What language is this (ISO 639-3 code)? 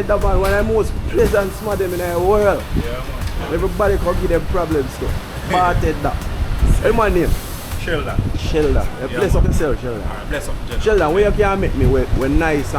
jam